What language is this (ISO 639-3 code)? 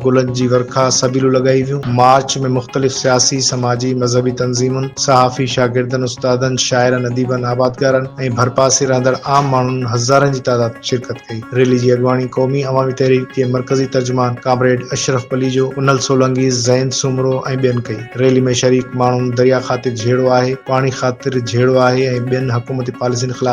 snd